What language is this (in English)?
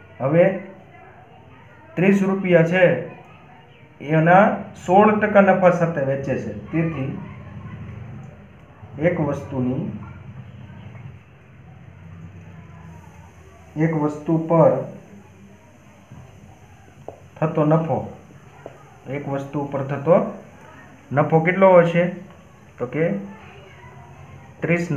Gujarati